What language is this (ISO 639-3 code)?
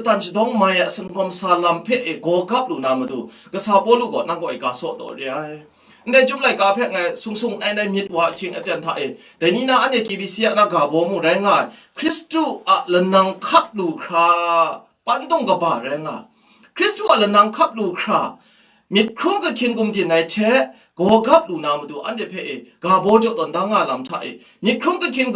kac